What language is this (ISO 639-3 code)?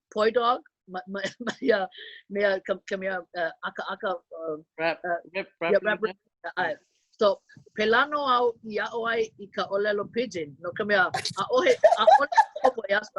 haw